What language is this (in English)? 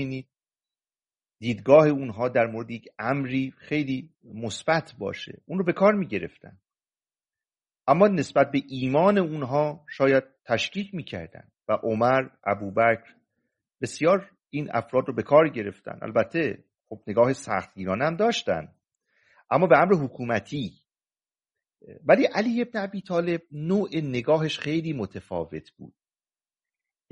Persian